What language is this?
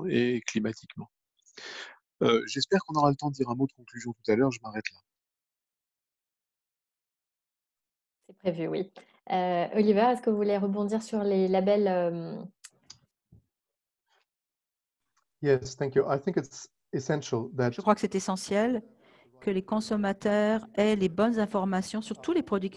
French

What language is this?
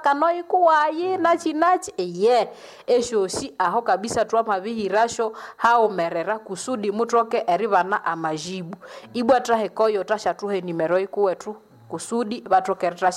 Nande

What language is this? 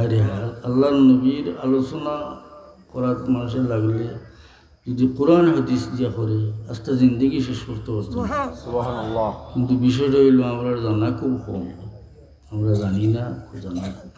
Sylheti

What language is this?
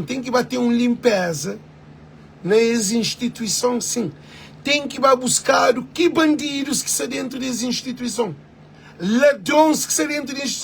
Kabuverdianu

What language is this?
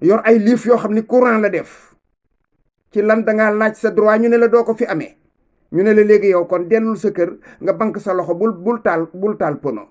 Wolof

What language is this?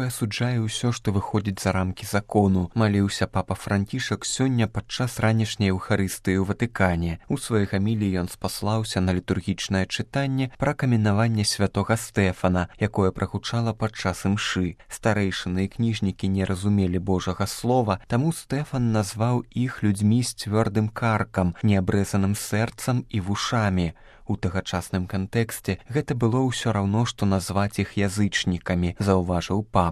Belarusian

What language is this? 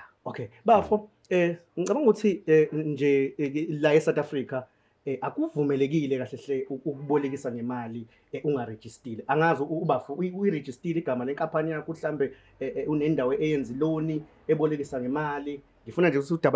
Zulu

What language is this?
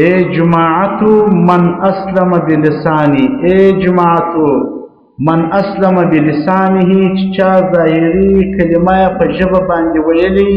Pashto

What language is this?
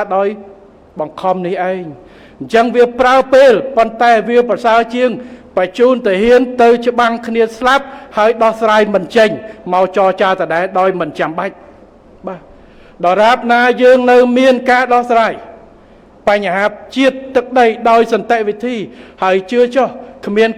Khmer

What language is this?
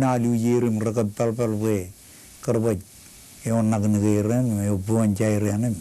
Marshallese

